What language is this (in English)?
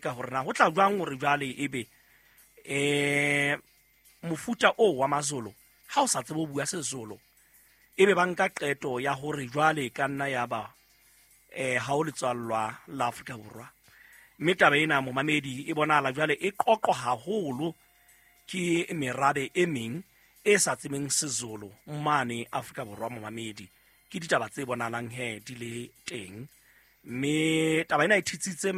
Southern Sotho